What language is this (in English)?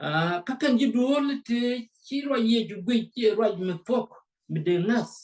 Nuer